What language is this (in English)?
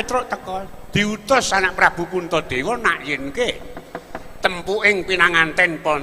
Javanese